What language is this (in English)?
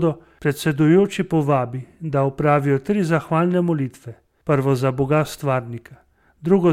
Slovenian